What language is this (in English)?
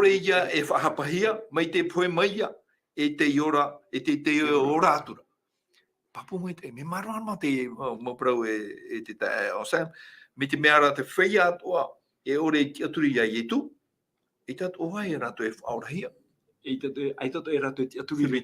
Tahitian